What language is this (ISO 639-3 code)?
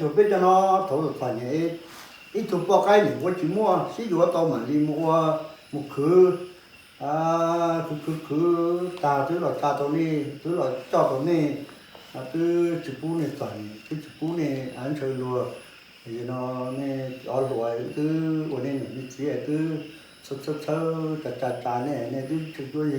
hmn